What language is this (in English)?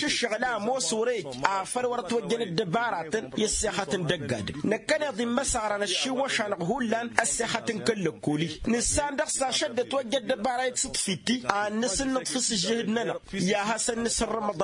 Tamasheq